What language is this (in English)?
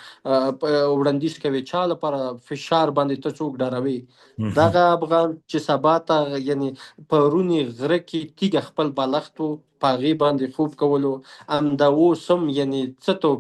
Pashto